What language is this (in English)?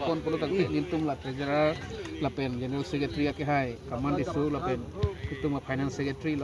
Karbi